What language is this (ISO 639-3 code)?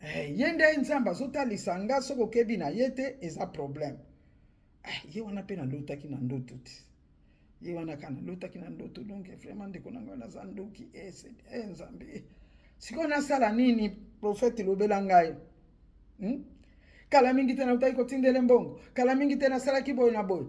lin